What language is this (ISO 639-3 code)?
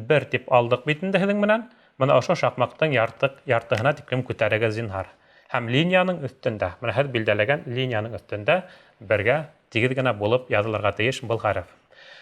bak